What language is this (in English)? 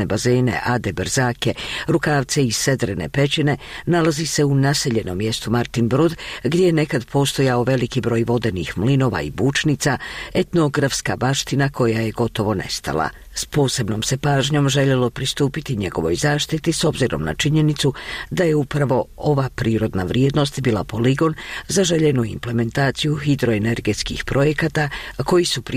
Bosnian